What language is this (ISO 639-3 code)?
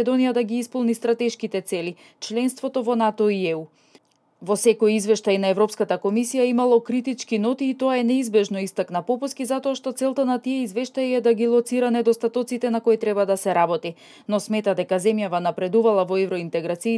mkd